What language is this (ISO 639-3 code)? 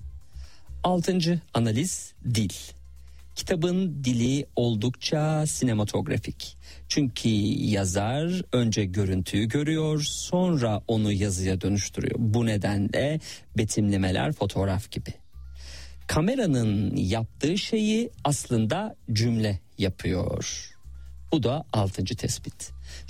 tur